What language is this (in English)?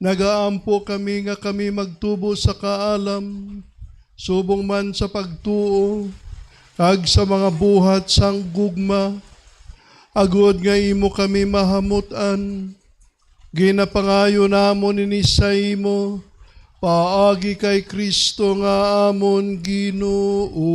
Hiligaynon